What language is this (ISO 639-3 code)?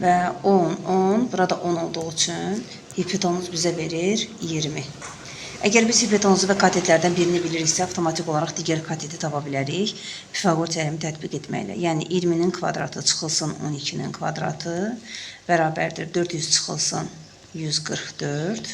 aze